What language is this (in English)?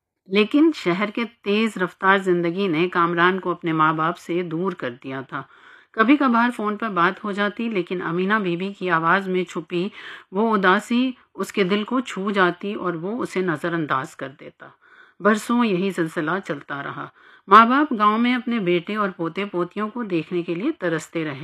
Urdu